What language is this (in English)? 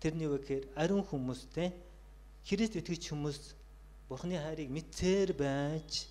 Mongolian